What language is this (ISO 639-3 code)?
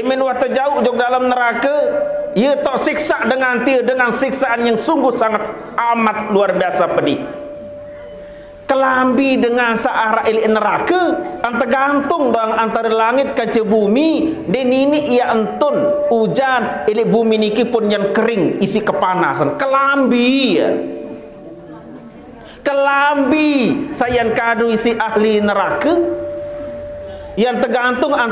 sas